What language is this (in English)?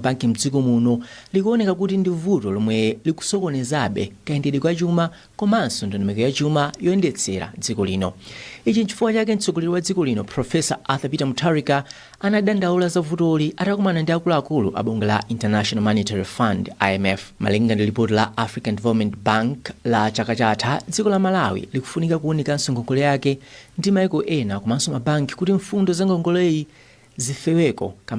Nyanja